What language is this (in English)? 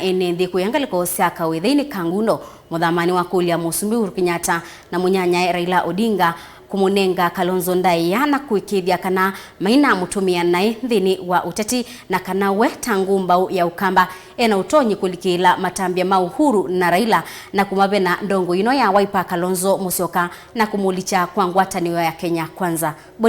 Kamba